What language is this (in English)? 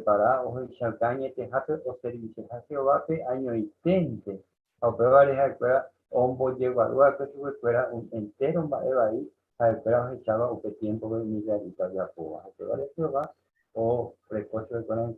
Guarani